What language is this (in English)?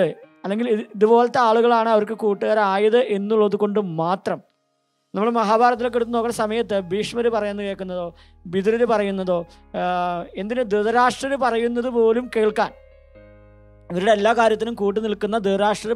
Malayalam